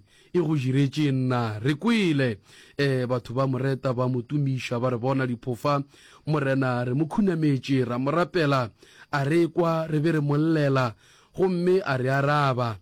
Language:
Northern Sotho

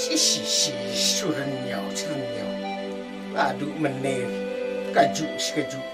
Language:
Khasi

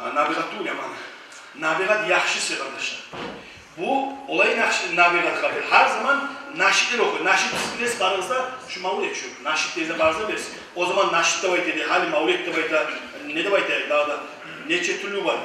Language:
Kumyk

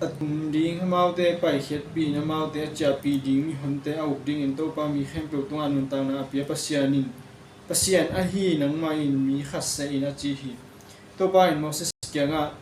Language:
Tedim Chin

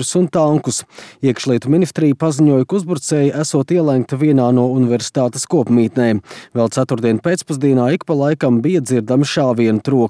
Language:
Latvian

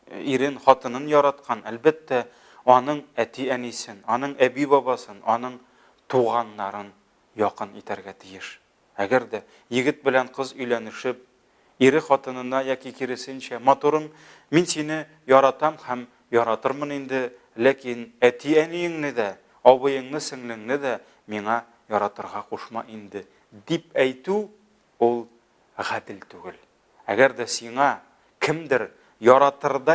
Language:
Tatar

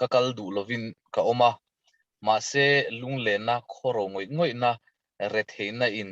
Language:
Mizo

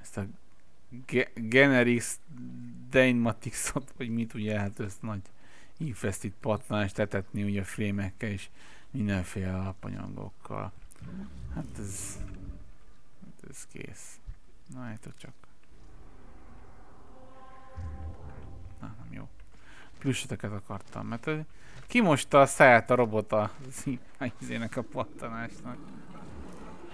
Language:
Hungarian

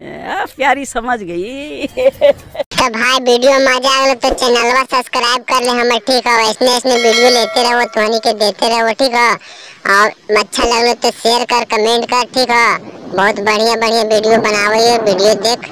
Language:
Magahi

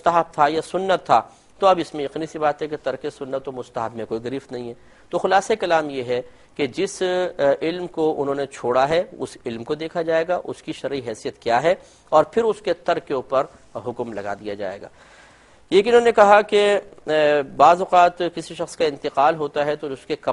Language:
Urdu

